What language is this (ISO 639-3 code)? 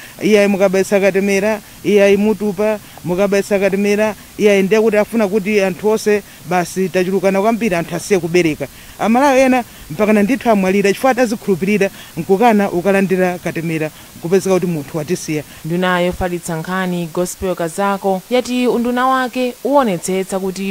nya